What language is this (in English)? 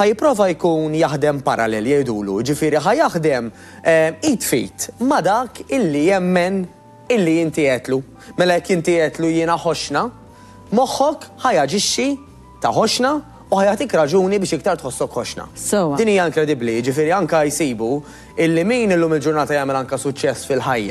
Maltese